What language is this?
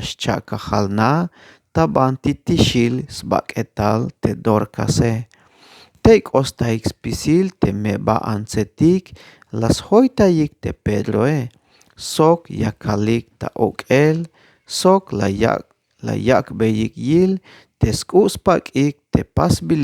Tzeltal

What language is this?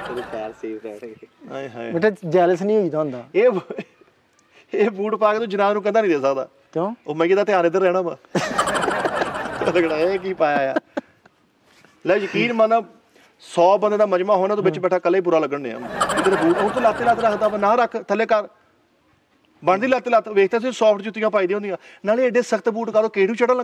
Punjabi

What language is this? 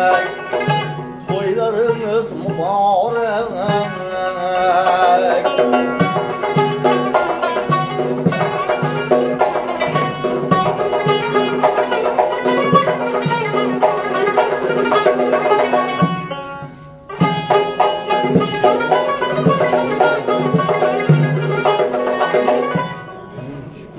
Turkish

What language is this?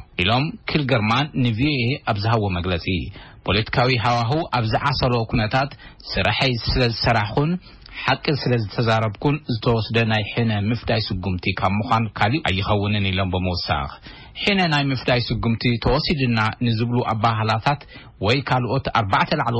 Tigrinya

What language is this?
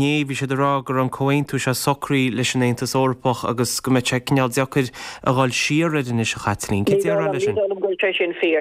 Irish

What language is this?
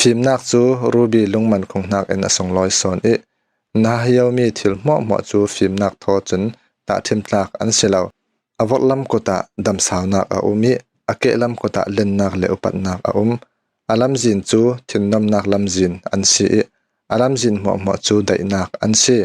Falam Chin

